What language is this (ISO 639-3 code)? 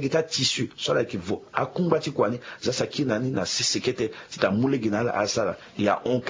sag